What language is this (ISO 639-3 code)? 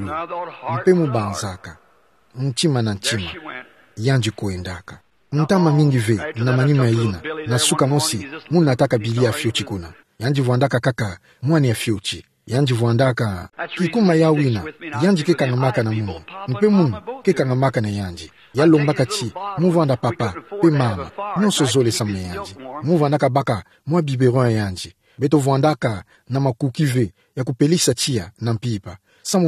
ktu